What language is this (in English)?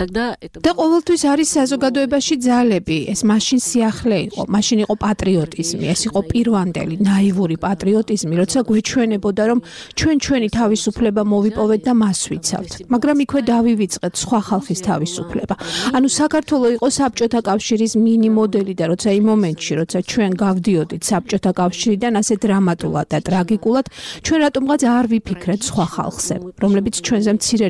Georgian